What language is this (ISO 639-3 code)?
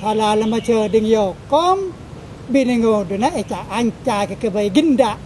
mad